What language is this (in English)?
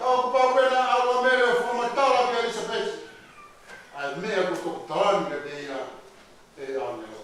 Tongan